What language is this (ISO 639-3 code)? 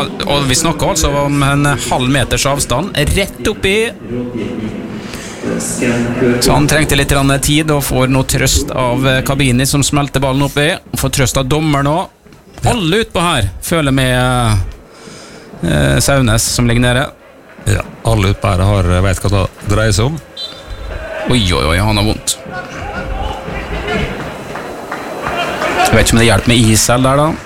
nor